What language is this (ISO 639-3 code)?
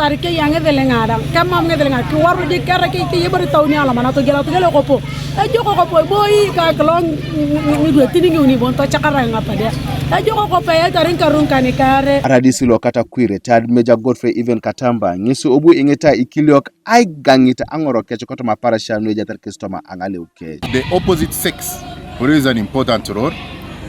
teo